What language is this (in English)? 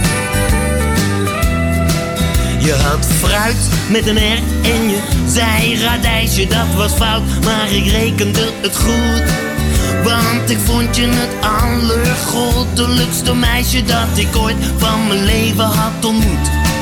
Dutch